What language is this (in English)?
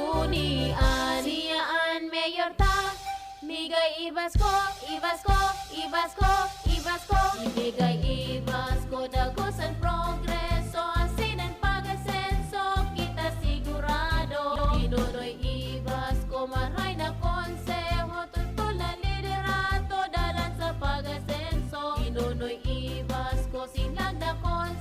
Bikol